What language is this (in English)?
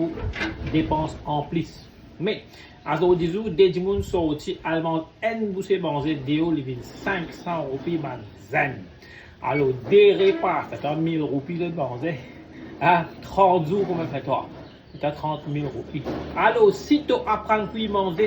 Morisyen